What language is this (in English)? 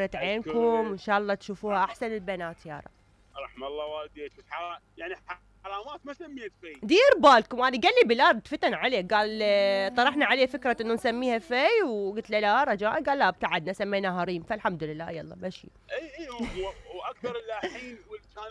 Mesopotamian Arabic